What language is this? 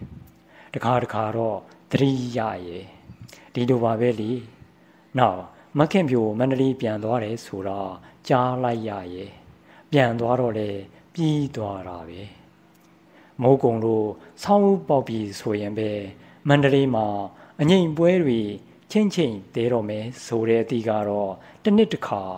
Burmese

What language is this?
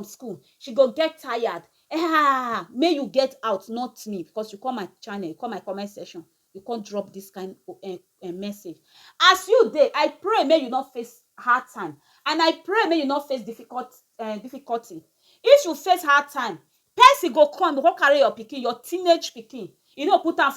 Nigerian Pidgin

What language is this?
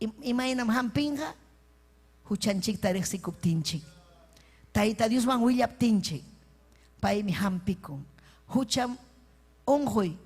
Ayacucho Quechua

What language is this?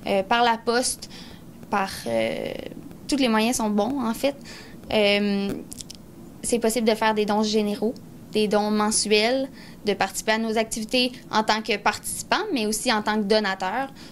French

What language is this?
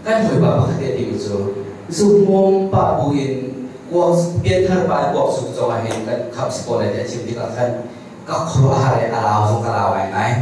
Hakha Chin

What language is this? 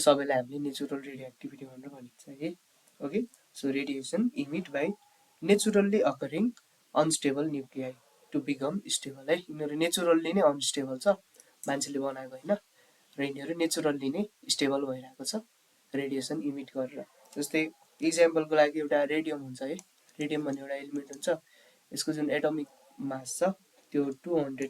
Nepali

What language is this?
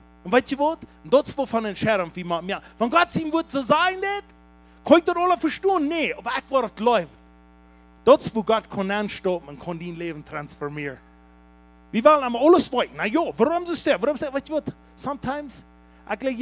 Plautdietsch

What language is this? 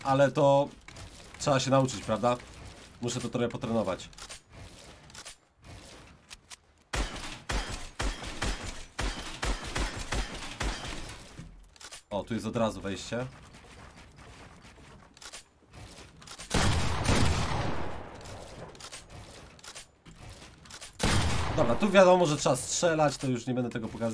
Polish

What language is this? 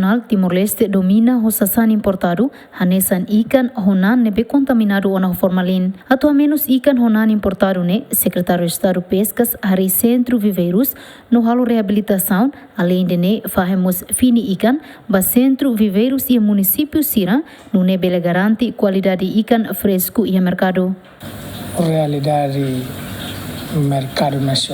Tetum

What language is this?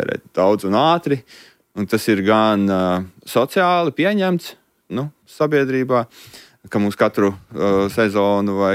Latvian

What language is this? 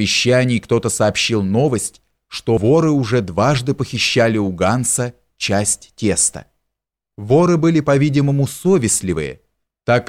Russian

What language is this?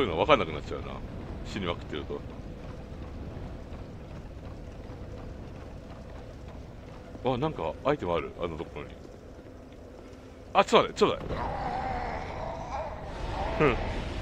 Japanese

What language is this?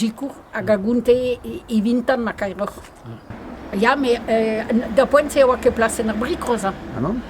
Breton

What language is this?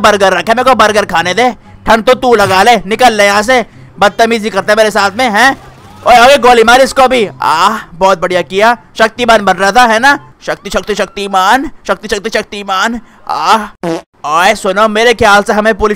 Hindi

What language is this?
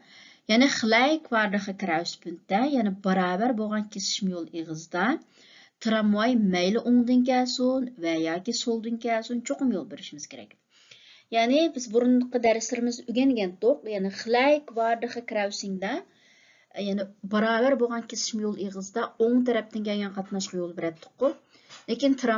Uyghur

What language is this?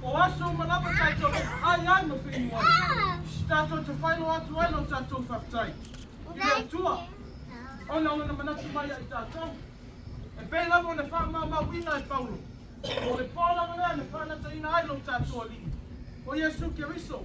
Samoan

